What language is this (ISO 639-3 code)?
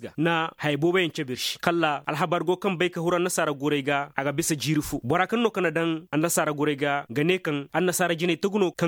ses